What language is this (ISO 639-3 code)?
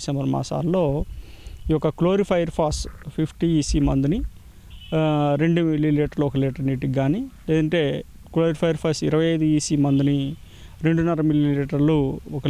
tel